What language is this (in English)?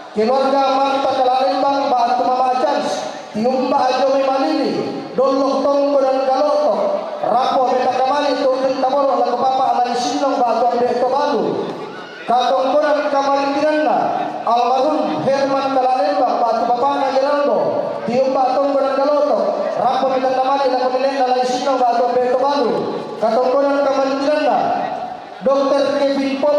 Toraja-Sa'dan